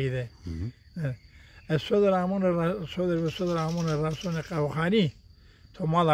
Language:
Zaza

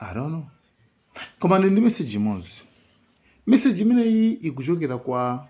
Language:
Nyanja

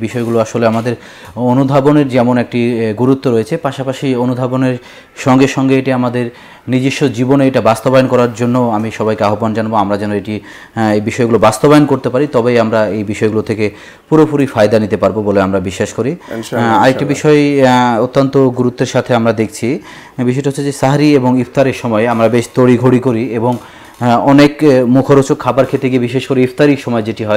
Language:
Bangla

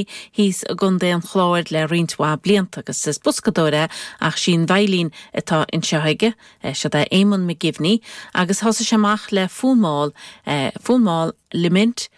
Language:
Irish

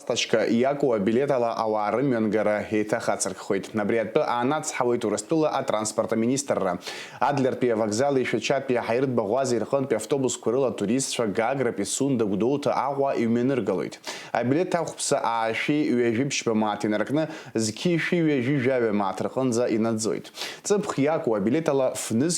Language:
Abkhazian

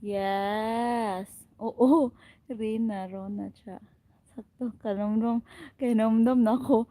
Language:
Cebuano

